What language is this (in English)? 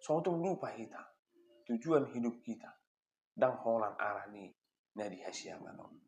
Batak Toba